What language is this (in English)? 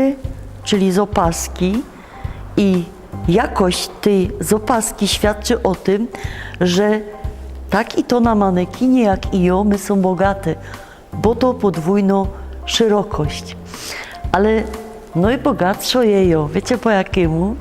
Silesian